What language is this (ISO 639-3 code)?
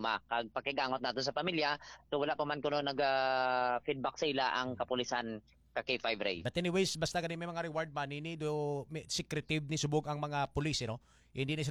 hil